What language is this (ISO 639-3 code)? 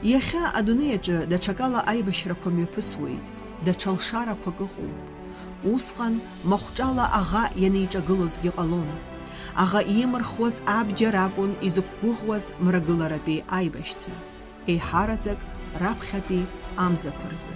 abk